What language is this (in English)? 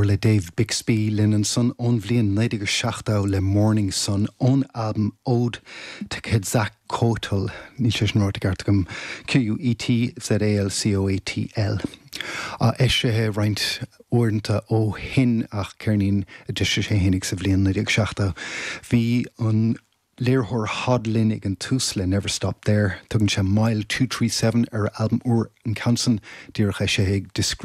Irish